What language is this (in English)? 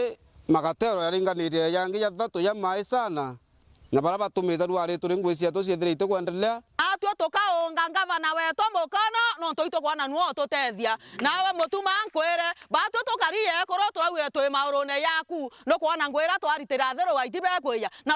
Meru